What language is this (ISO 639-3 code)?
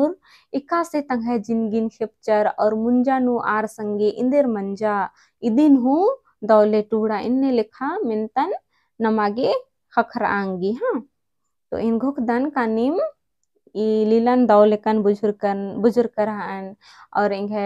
kru